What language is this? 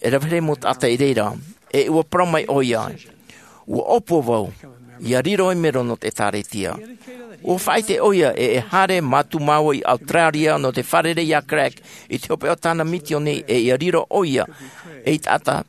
Tahitian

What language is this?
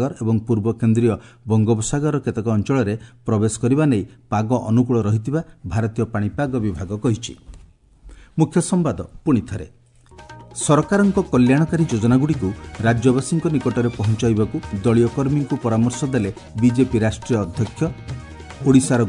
Odia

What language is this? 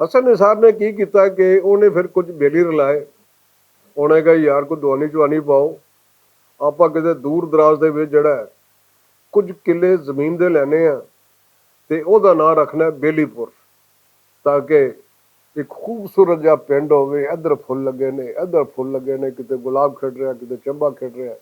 Western Panjabi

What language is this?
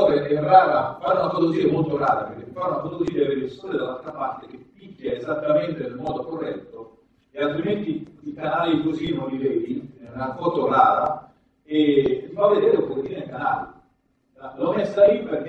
Italian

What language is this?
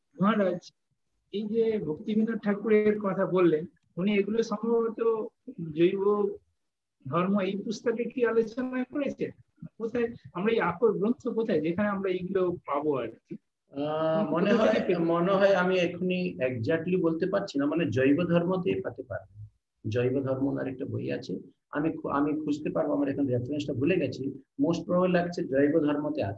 Bangla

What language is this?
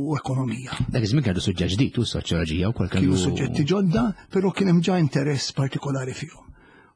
Maltese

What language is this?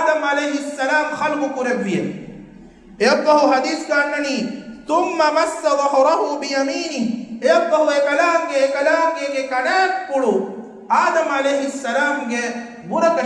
Divehi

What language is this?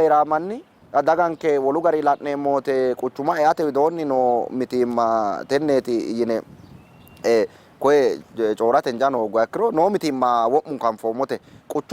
Sidamo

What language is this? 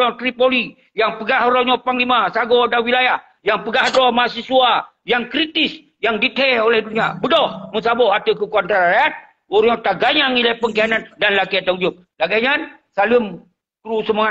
Achinese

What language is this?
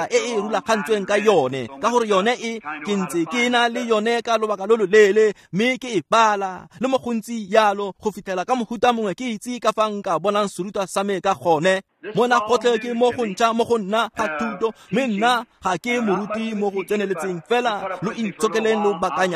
Tswana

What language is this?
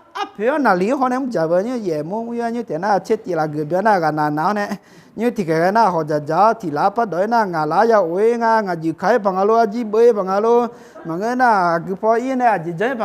Akha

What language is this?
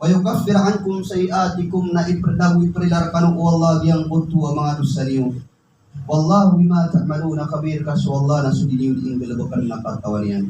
Maranao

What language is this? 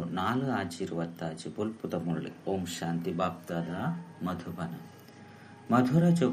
Tulu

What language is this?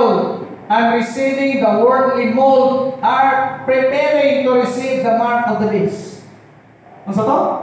Cebuano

